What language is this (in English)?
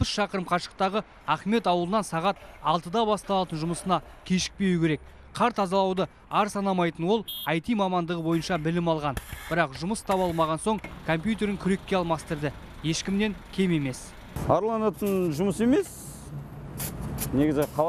Kazakh